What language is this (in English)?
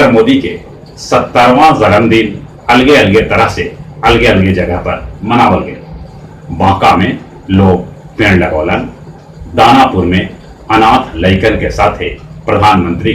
Magahi